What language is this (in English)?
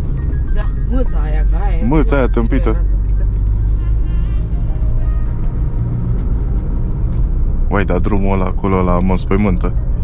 Romanian